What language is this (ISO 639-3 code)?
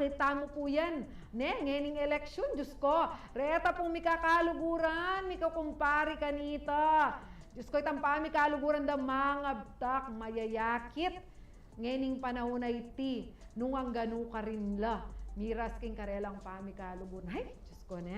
pam